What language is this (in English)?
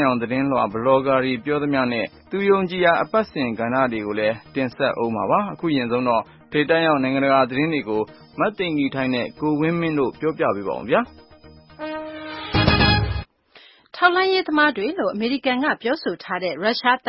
Burmese